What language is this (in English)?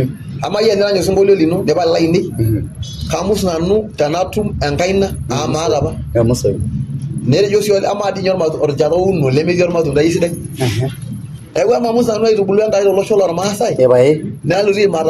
Masai